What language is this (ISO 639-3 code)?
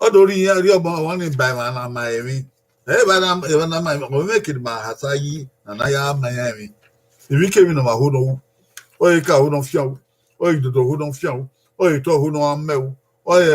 bin